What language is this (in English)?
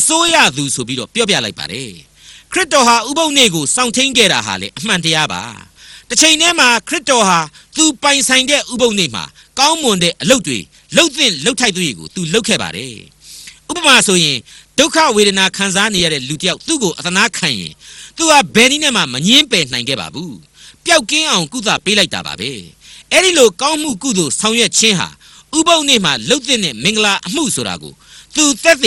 Burmese